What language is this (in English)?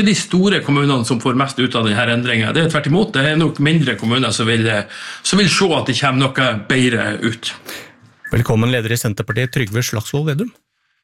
Norwegian